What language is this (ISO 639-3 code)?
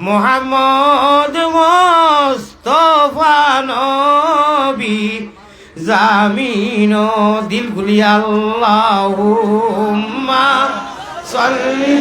syl